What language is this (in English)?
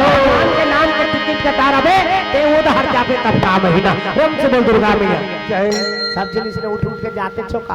Chhattisgarhi